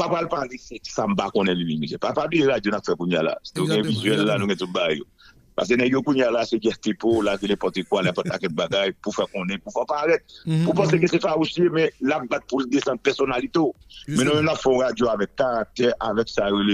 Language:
Haitian Creole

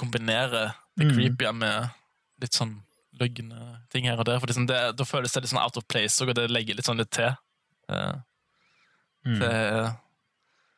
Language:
Norwegian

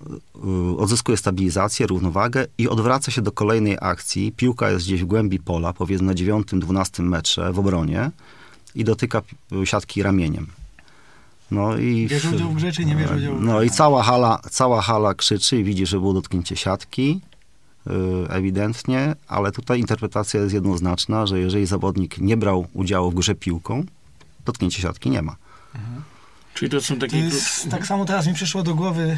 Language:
Polish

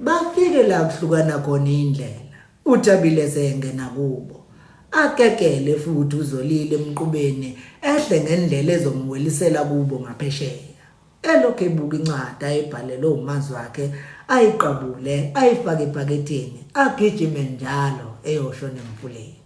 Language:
Zulu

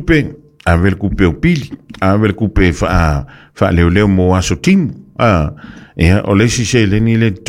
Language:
Samoan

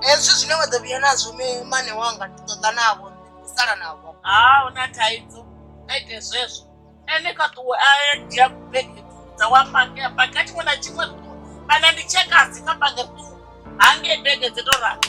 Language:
Venda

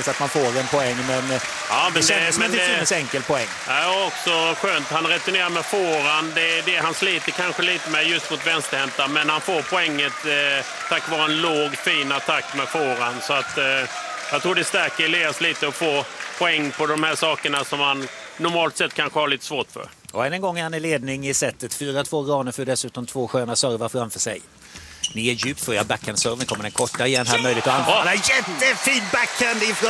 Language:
Swedish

